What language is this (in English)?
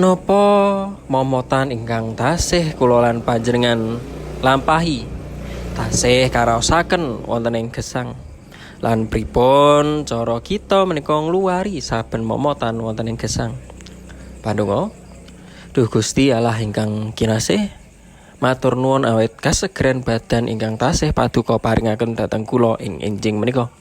Javanese